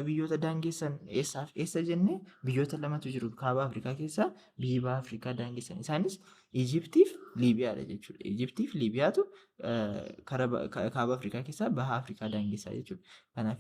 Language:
Oromo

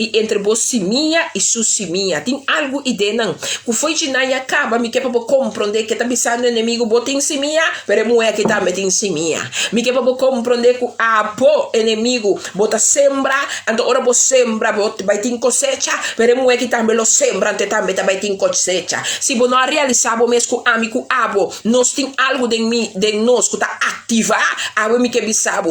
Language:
Papiamento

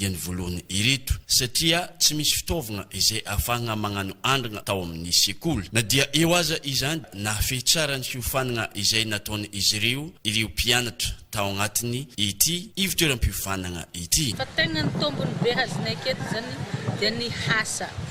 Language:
Malagasy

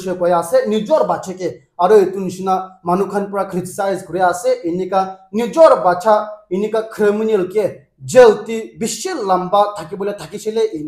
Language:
Naga Pidgin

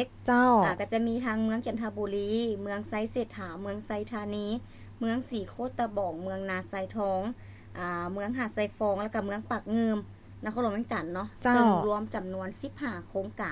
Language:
Lao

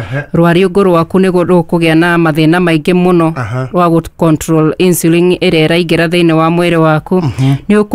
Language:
Kikuyu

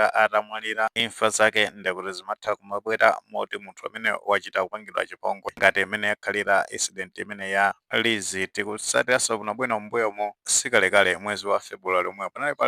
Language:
Nyanja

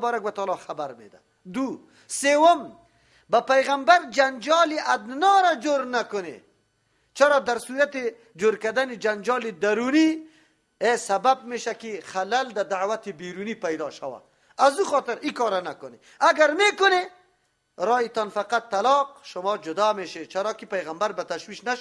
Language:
Persian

